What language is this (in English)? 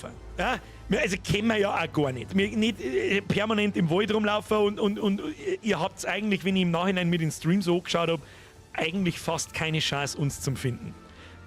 Bavarian